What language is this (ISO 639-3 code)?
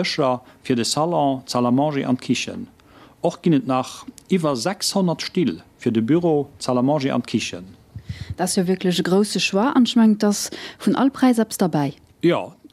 ltz